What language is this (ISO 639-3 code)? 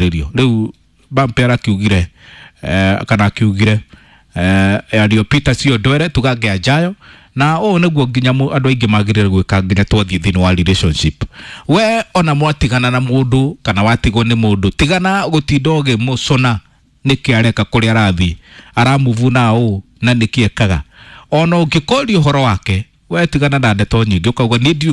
kik